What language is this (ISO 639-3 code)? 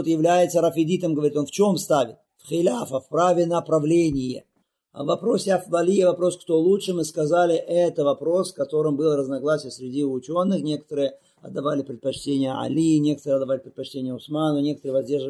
rus